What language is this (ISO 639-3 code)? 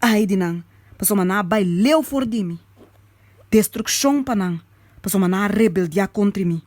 pap